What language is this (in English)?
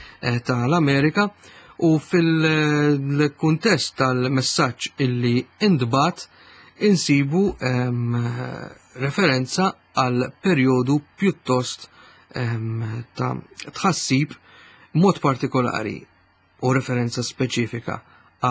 Maltese